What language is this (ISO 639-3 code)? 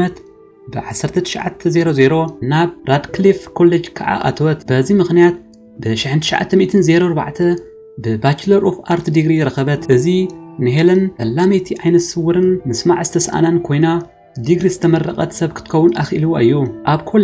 tir